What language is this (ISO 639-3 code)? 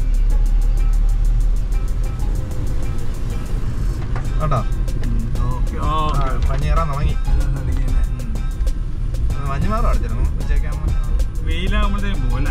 mal